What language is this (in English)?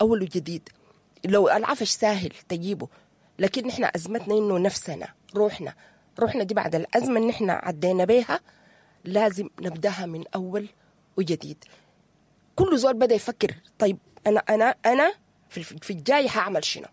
Sudanese Arabic